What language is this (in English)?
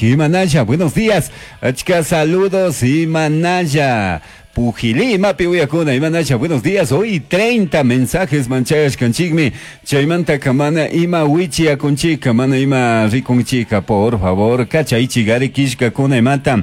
Chimborazo Highland Quichua